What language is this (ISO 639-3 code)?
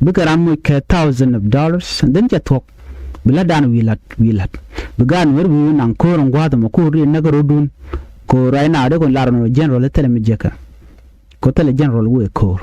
nus